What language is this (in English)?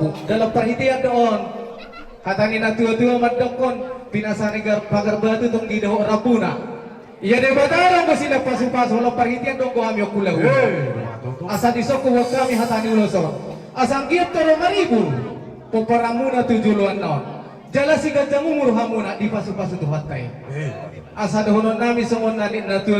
Batak Toba